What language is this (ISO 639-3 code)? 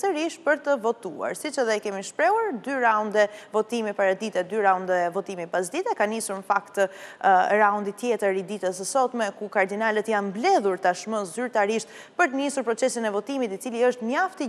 sqi